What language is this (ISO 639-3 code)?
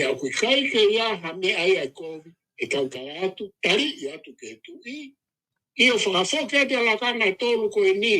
ton